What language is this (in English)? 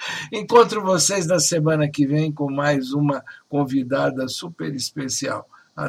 Portuguese